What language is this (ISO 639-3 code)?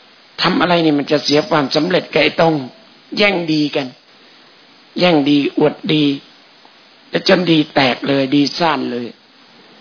tha